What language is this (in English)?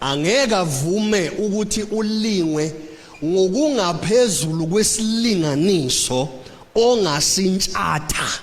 Zulu